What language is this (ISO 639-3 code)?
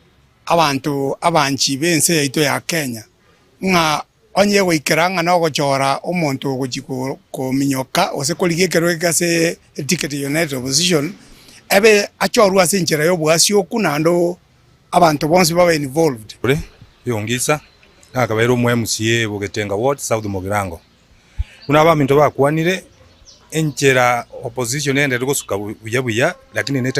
guz